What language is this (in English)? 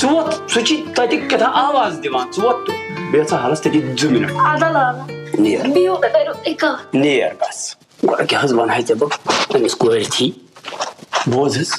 Kashmiri